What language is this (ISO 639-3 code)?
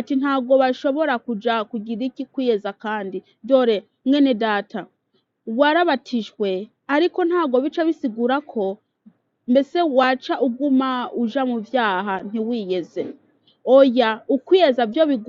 kin